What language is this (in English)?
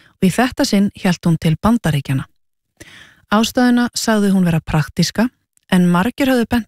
Icelandic